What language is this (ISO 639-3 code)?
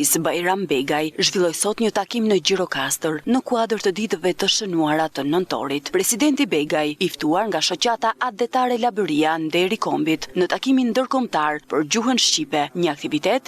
sqi